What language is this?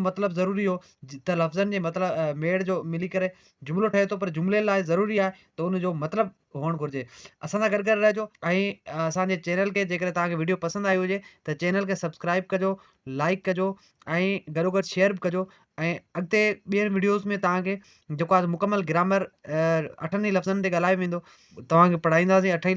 Sindhi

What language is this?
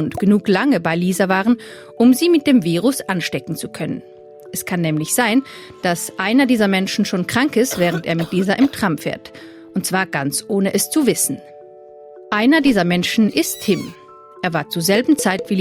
Swiss German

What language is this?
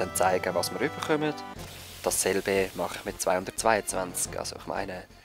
Swiss German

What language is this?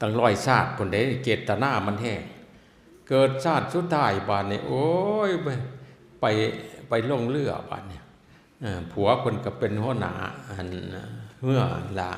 Northeastern Thai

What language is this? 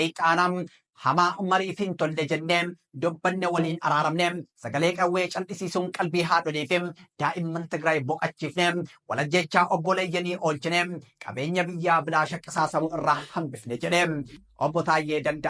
Oromo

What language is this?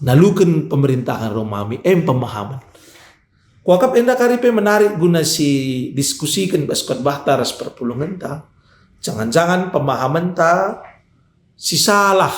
Batak Karo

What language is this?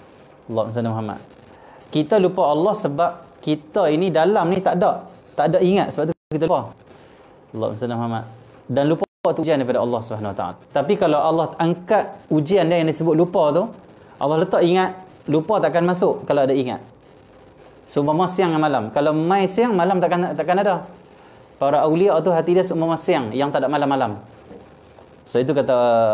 Malay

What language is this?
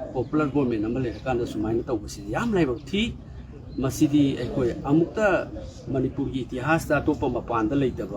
Manipuri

